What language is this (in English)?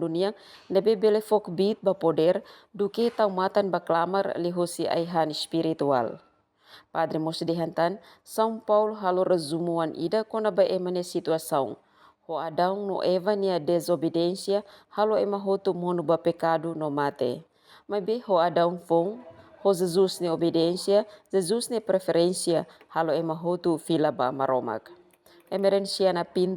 Tetum